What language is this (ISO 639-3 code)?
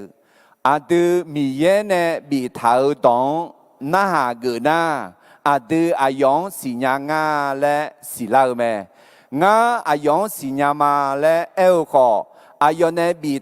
ahk